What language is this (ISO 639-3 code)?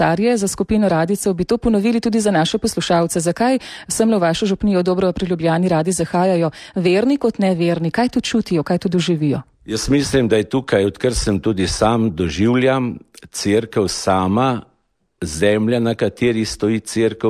slv